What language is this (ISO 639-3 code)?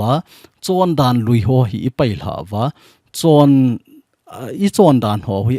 tcz